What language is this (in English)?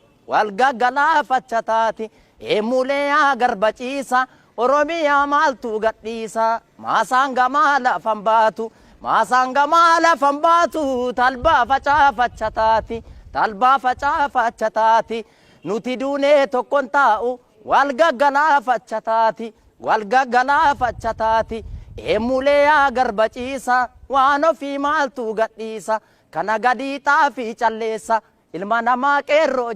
Oromo